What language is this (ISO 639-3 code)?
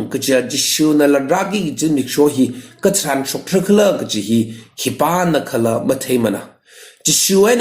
nmf